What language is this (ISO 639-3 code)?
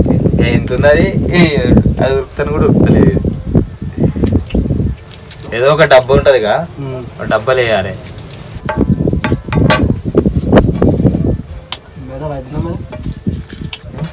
tel